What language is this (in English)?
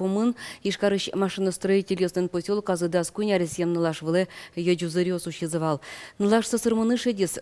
Udmurt